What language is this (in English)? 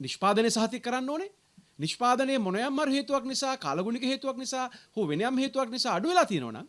Sinhala